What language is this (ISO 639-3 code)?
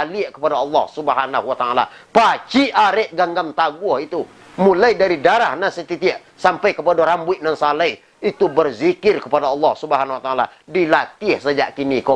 min